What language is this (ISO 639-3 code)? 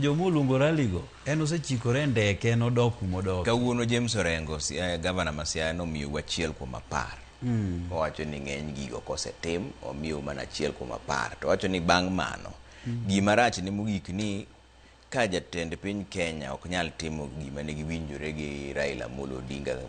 luo